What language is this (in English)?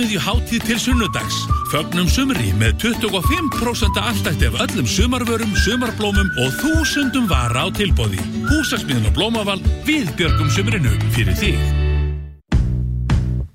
Icelandic